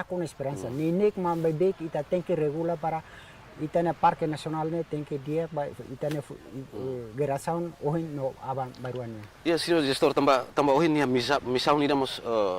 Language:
Tetum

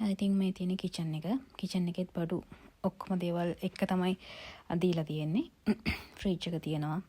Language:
Sinhala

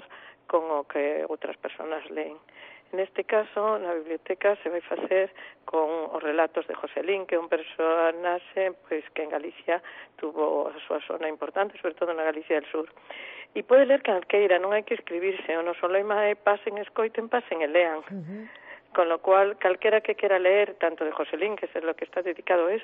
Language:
Galician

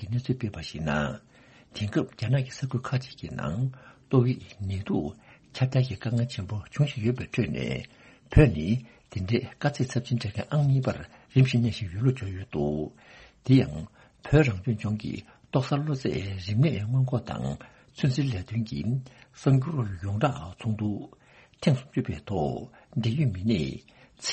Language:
Tibetan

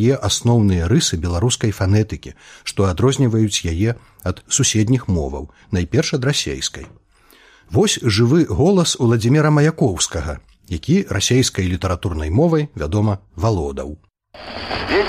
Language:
Belarusian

